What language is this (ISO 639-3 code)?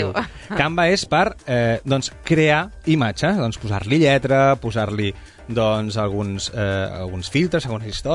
cat